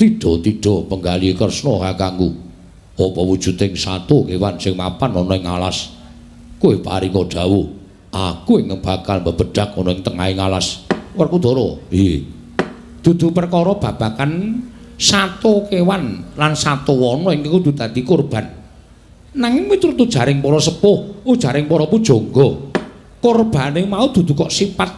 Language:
Javanese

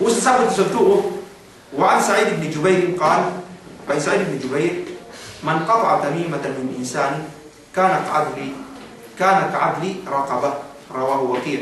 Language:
Yakan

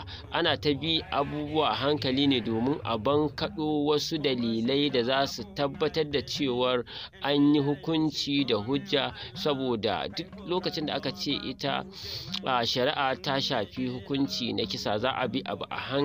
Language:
Hausa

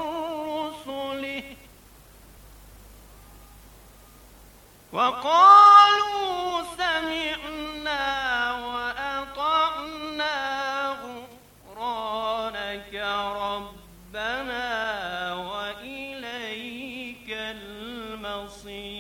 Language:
Bangla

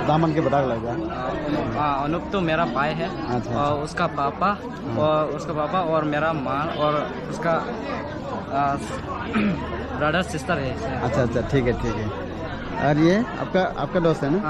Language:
Dimasa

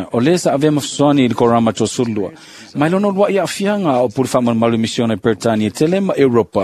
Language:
Samoan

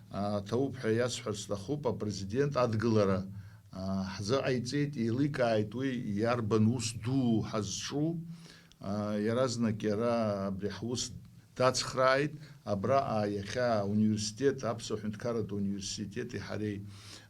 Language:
Abkhazian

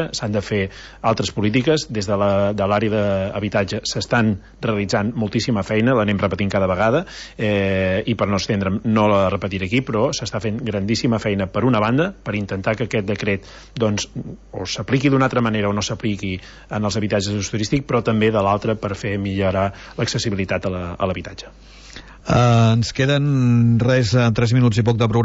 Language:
Catalan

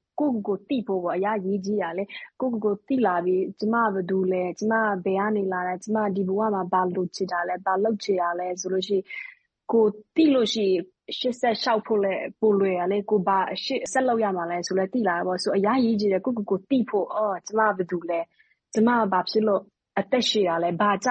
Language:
Burmese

